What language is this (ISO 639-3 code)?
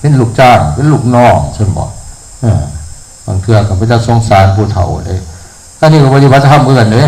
tts